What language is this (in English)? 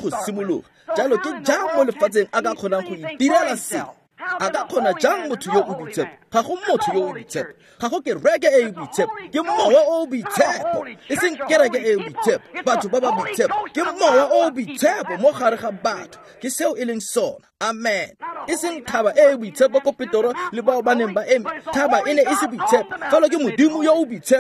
Tswana